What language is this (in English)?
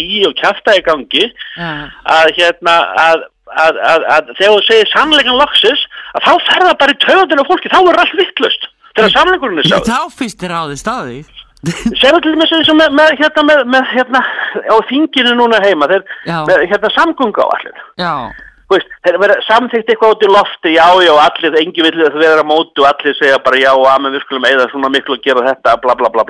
Icelandic